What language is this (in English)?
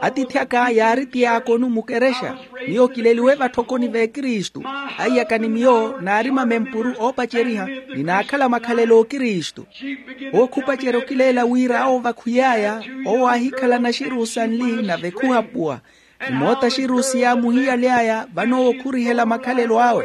Makhuwa